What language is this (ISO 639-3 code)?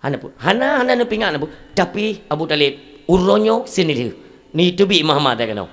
ace